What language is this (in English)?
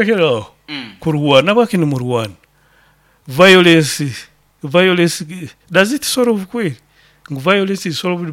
Nyoro